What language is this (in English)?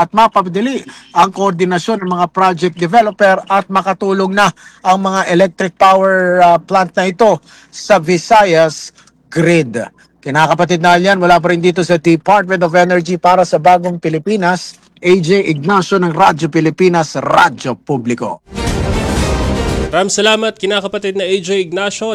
Filipino